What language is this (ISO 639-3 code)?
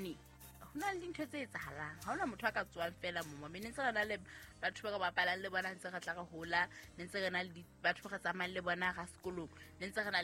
sot